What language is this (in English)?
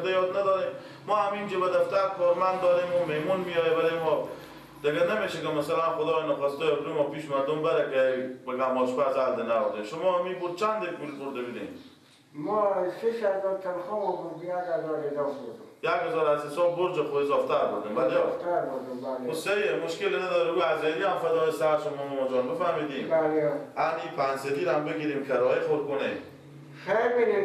Persian